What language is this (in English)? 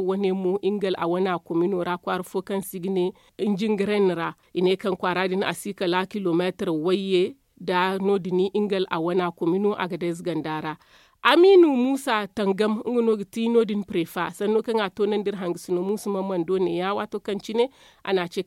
Zarma